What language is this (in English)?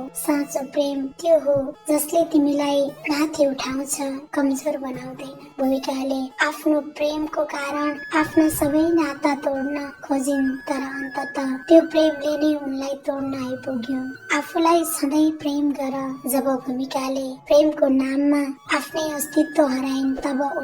Nepali